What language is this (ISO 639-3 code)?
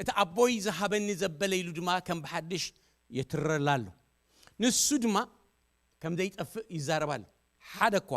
tir